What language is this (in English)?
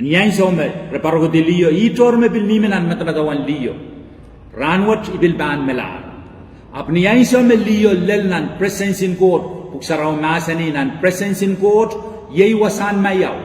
Pohnpeian